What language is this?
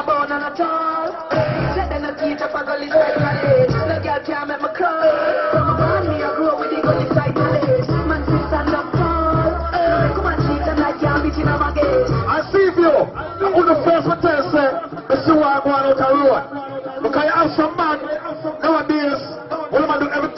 Jamaican Creole English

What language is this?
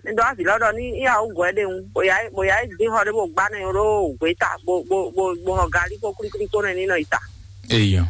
Fon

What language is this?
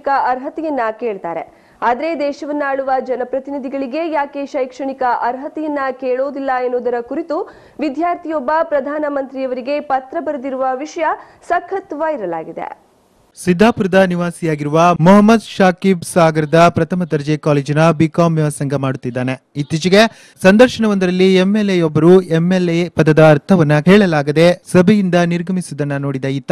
Kannada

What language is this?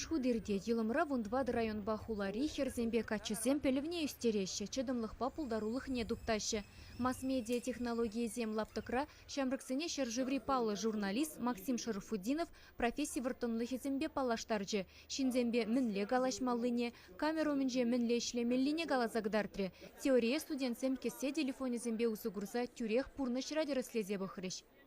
Chuvash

